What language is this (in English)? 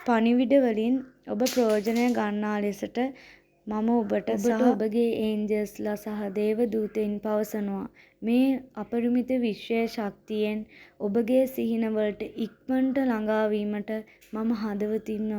Sinhala